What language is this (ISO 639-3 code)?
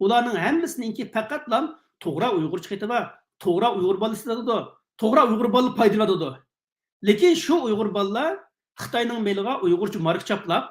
uig